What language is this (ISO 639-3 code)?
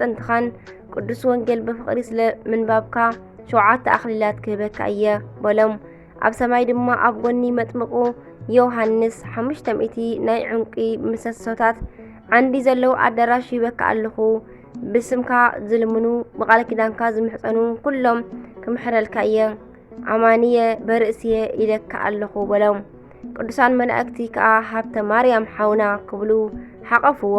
tir